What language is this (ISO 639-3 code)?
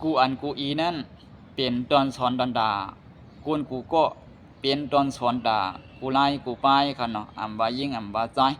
shn